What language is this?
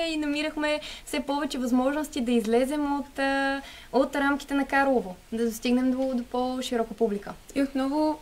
Bulgarian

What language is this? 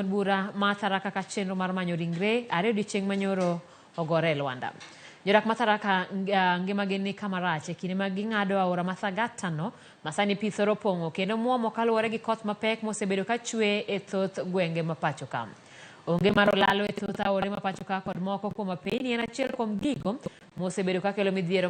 Luo (Kenya and Tanzania)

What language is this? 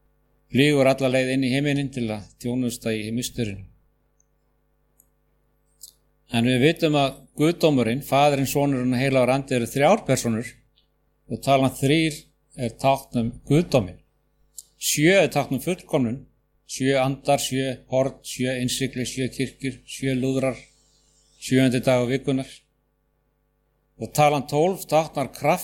Icelandic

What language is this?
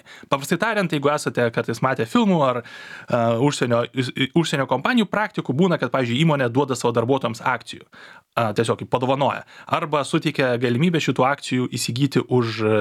Lithuanian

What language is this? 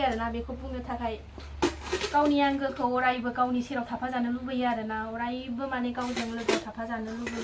Bodo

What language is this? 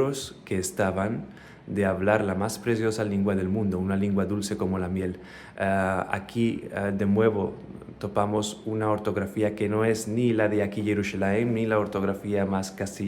Ladino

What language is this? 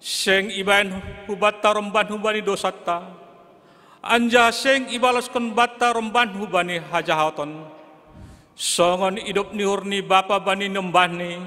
Batak Simalungun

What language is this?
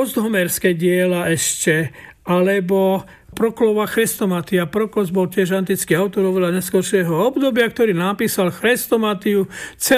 Slovak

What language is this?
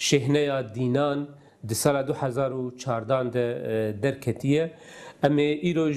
Kurdish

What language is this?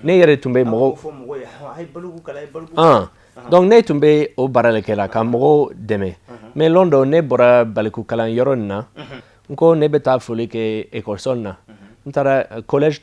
Bambara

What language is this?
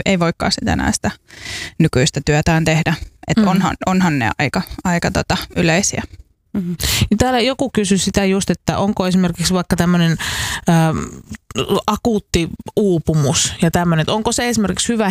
Finnish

